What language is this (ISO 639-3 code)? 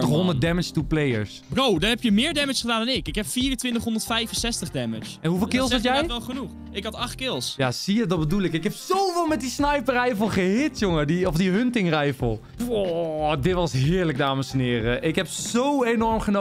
nld